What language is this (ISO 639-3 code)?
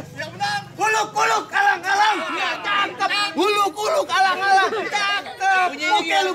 bew